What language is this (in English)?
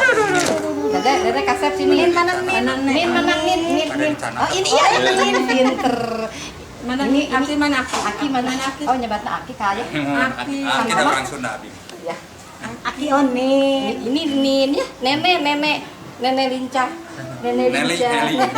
Sundanese